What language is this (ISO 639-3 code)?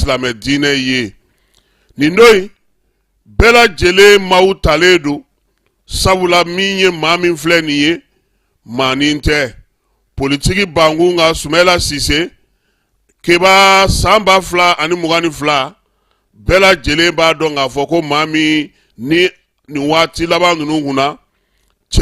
bam